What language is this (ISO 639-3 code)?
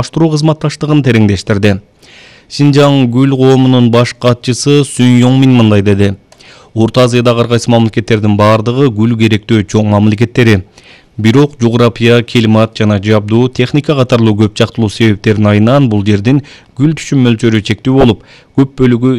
kir